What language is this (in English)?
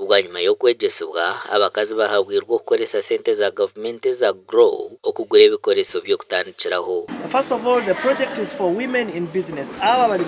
Nyankole